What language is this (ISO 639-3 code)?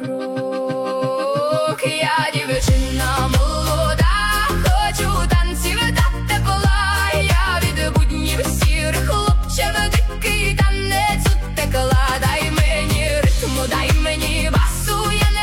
ukr